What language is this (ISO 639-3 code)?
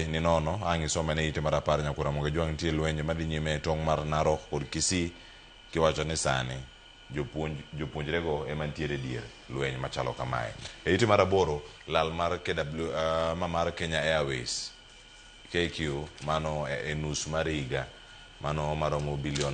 luo